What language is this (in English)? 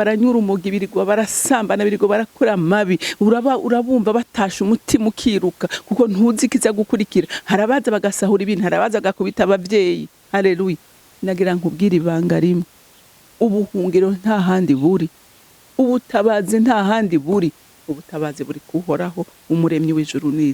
Rundi